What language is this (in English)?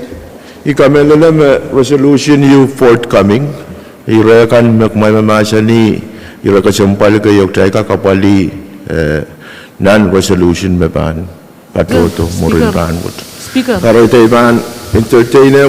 Pohnpeian